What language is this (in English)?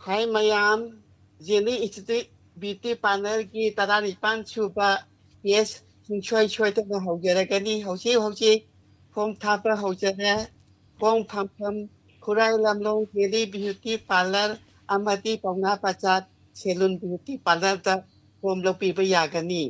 Manipuri